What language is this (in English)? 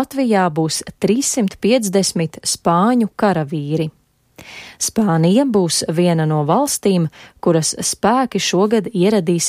Latvian